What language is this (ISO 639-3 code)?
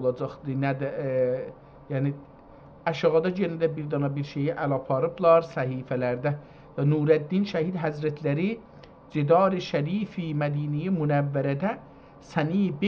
azb